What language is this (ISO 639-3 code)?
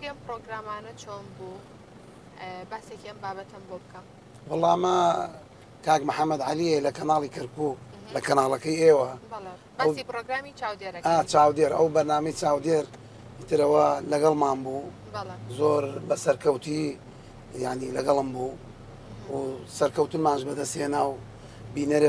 ckb